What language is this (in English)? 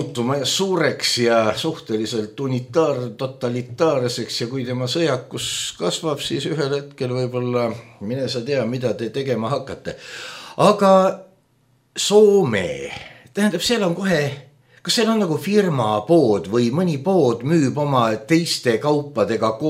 Estonian